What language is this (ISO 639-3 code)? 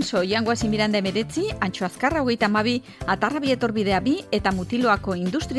eus